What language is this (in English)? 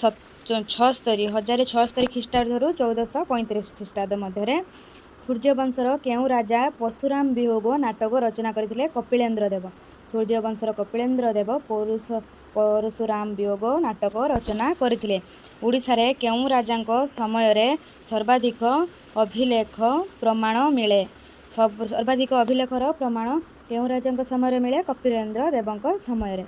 Odia